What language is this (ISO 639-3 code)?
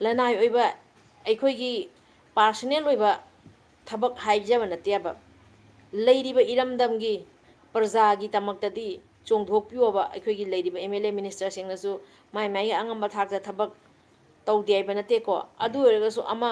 mni